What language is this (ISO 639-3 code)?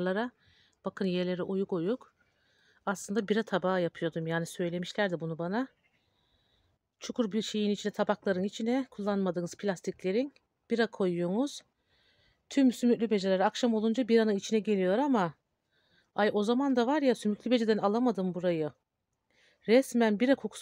tur